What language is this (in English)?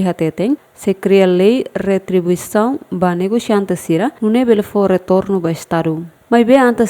Tetum